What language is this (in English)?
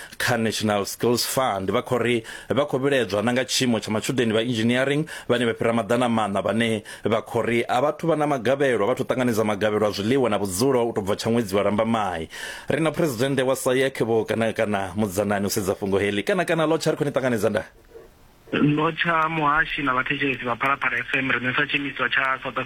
Venda